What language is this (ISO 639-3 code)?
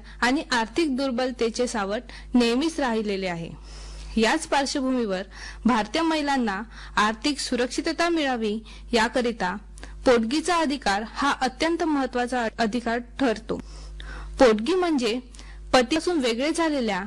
mar